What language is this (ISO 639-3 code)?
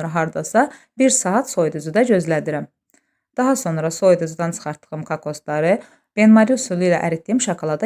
aze